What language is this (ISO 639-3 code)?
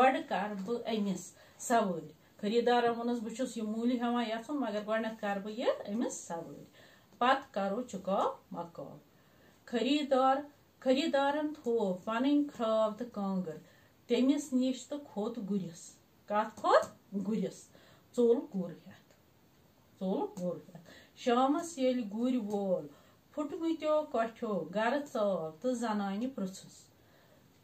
kas